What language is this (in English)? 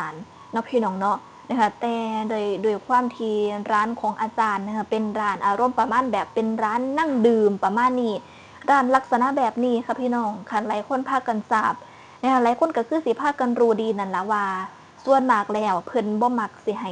Northeastern Thai